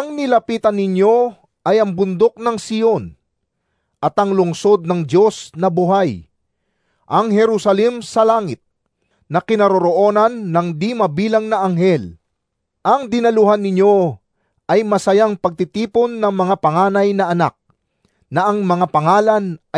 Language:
Filipino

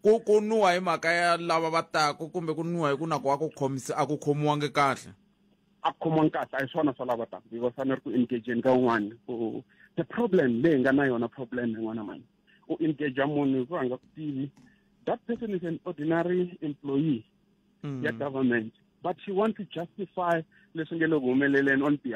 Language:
Tsonga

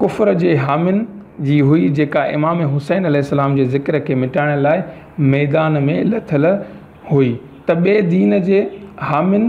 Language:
Sindhi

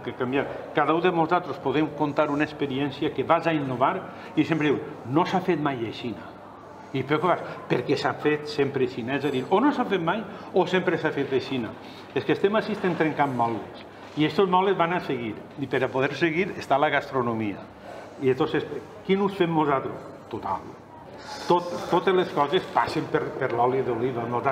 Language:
Catalan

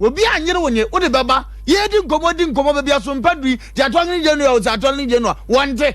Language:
Akan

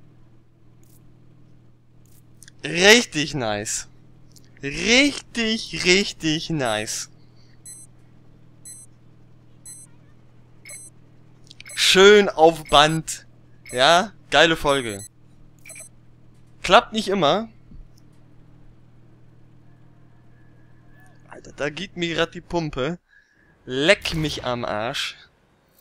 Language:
German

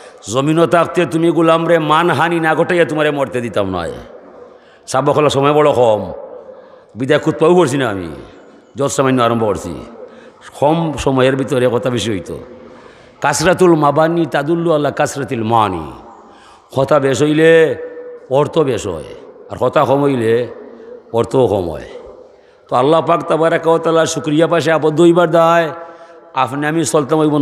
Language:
Sylheti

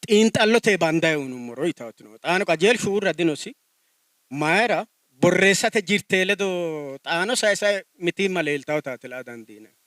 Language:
Sidamo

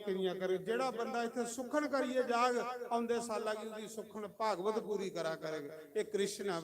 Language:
Dogri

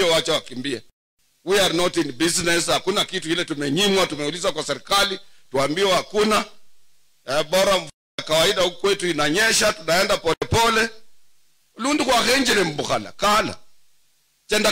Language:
Swahili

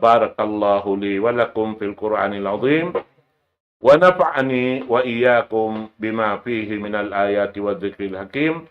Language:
Tausug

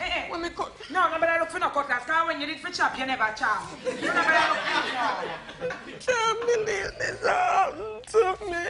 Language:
Jamaican Creole English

